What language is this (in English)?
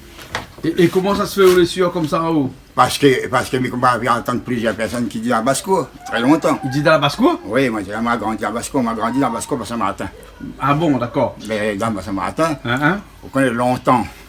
Réunion Creole French